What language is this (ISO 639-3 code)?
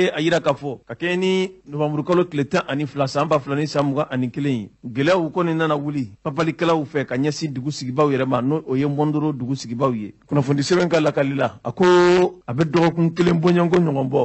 bam